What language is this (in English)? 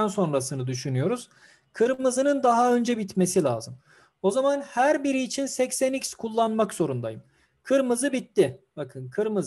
Turkish